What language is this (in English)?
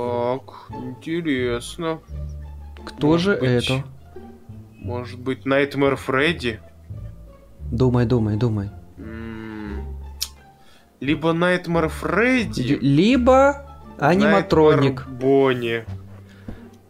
Russian